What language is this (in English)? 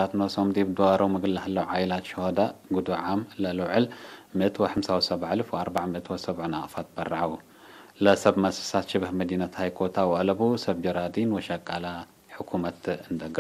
Tigre